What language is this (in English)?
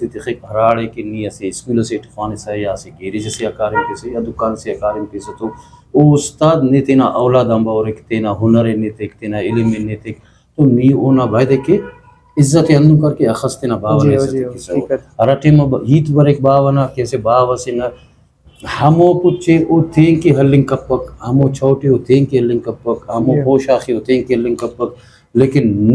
Brahui